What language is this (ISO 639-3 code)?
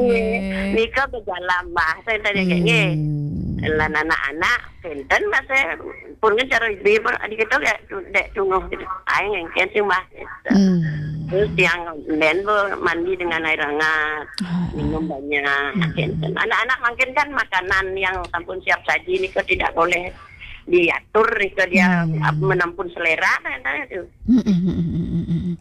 ban